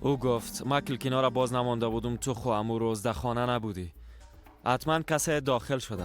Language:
Persian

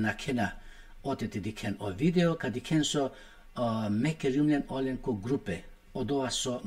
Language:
Balkan Romani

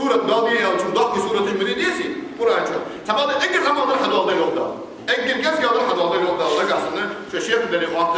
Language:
Ingush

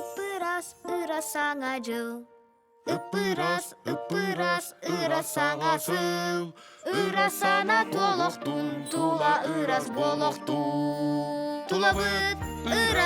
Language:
Yakut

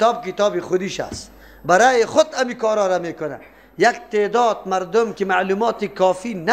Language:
Persian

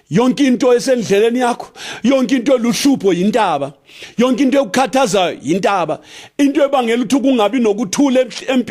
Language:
North Ndebele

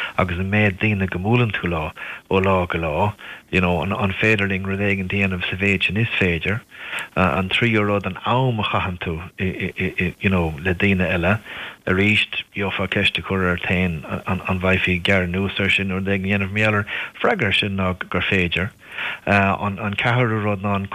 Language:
Irish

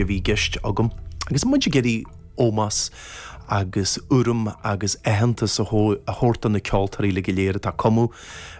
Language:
Irish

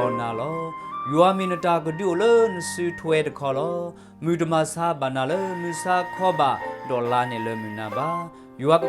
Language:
S'gaw Karen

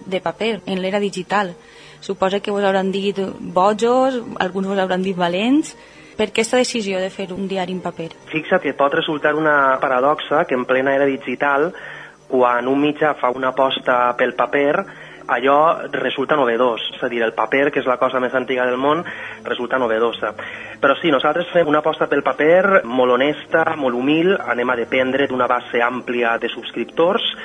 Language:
Catalan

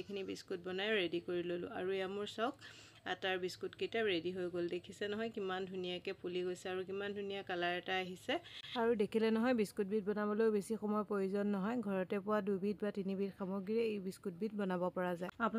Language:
Assamese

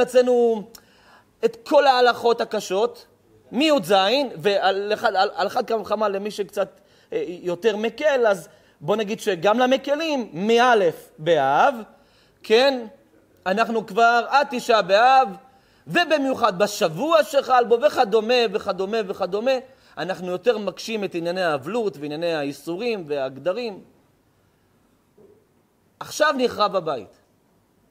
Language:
Hebrew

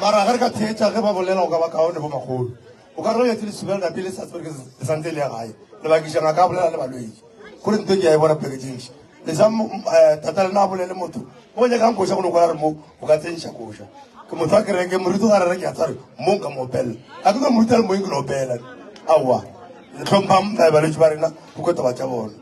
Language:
Northern Sotho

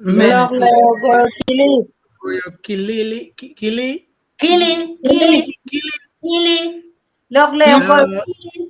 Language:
Acoli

